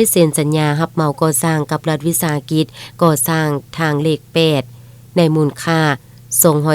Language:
Lao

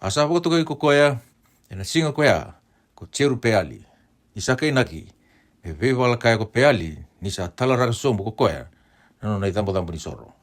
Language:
Fijian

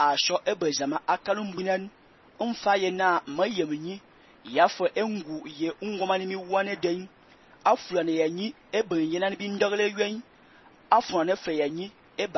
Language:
Fang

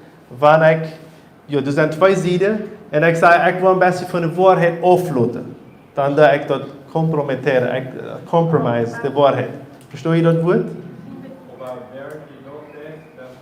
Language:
Plautdietsch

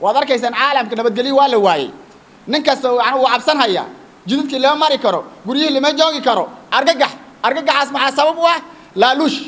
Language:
Somali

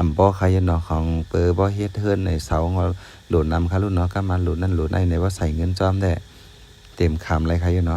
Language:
Shan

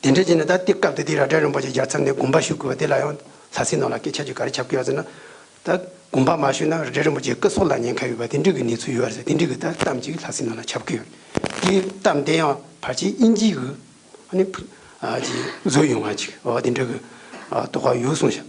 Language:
Tibetan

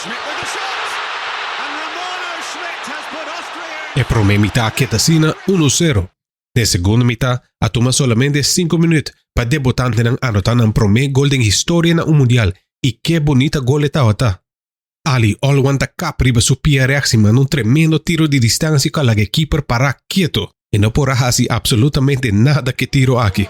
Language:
Papiamento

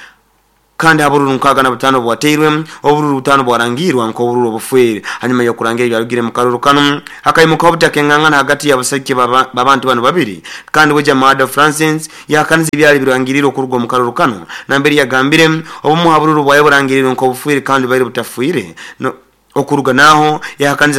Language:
Nyoro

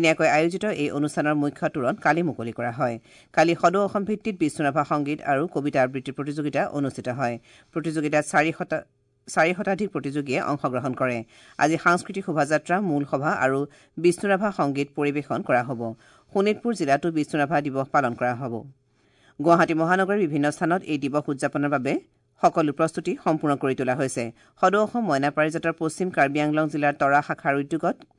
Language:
Assamese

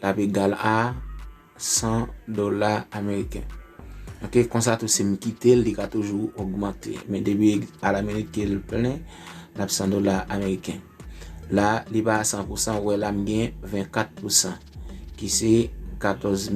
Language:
Haitian Creole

